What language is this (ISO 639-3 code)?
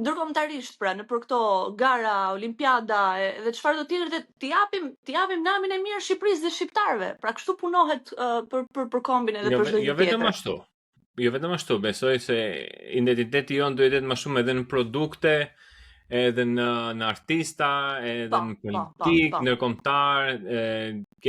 sqi